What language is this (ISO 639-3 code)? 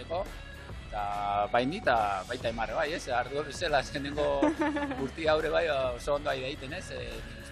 eus